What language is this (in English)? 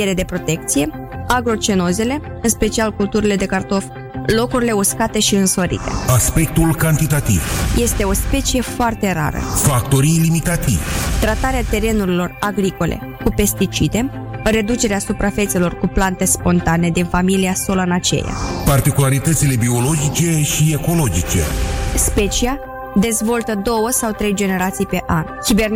Romanian